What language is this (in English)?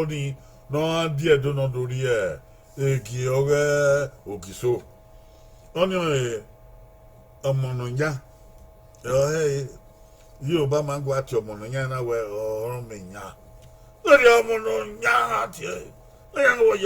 Bini